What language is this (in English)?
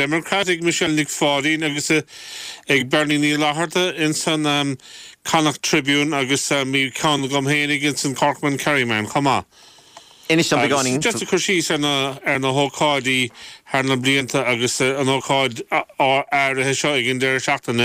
Irish